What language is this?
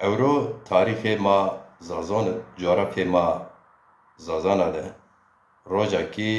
Zaza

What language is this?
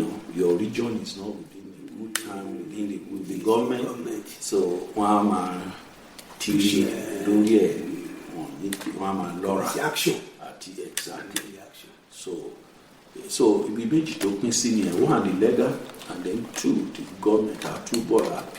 Yoruba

